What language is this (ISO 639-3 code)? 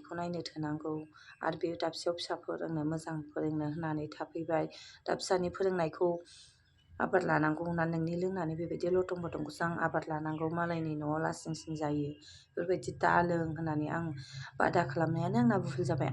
brx